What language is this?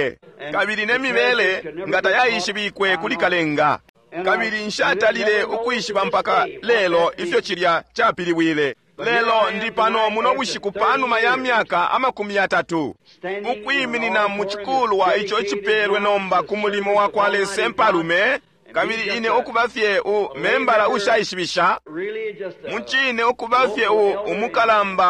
Bemba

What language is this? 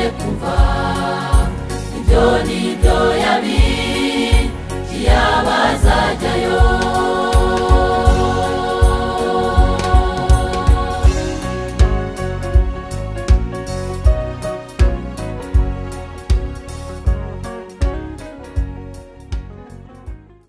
Kinyarwanda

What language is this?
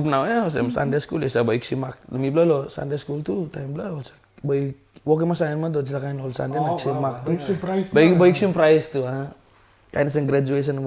Tok Pisin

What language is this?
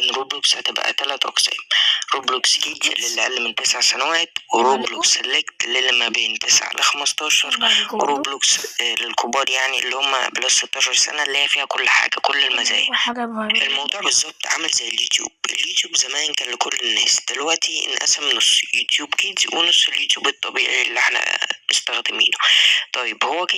Egyptian Arabic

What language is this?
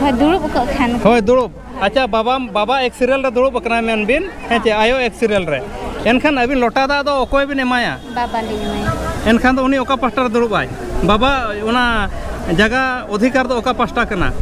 Santali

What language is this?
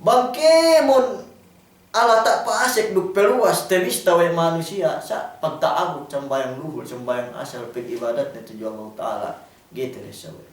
Yakan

